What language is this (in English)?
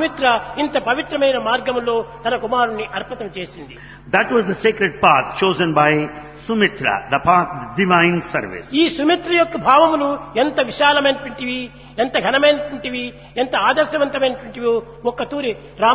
Telugu